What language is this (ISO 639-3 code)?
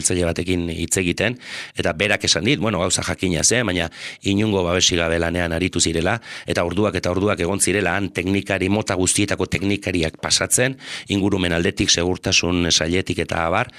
eus